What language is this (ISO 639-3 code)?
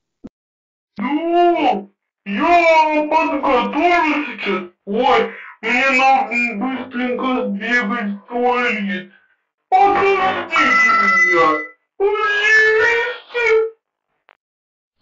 rus